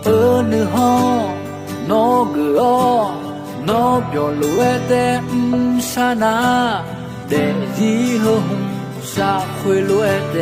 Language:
Akha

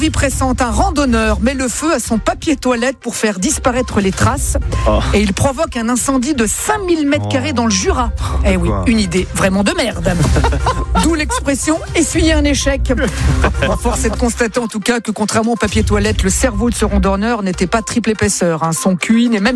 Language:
French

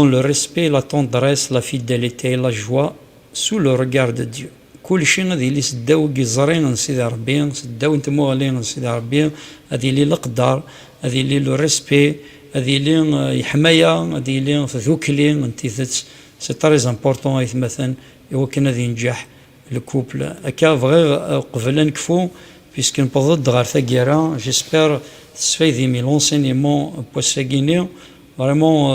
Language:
Kabyle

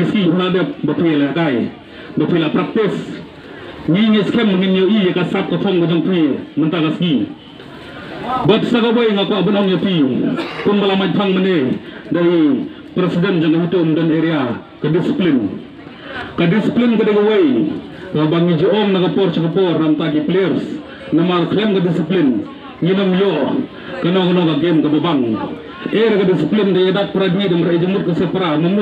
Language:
Khasi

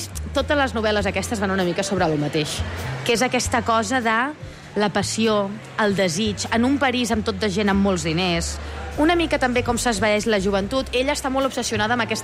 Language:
Catalan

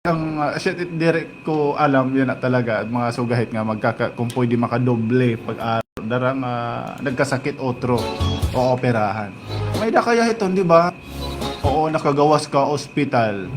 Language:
Waray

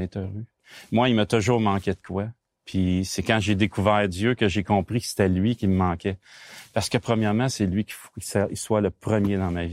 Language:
French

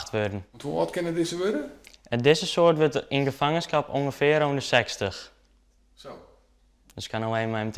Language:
Western Frisian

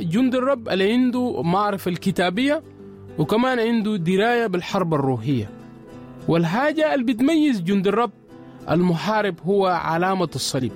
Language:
Sudanese Arabic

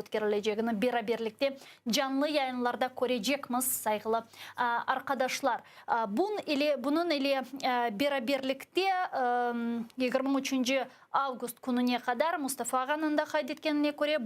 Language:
Crimean Tatar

